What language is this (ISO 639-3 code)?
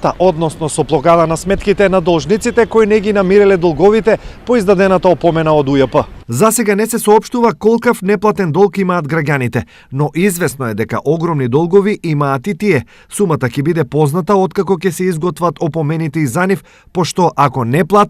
mkd